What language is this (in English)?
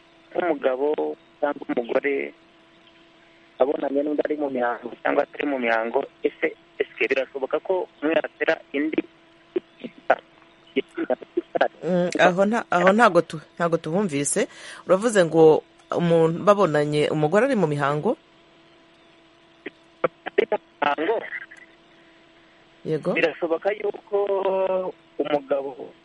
Kinyarwanda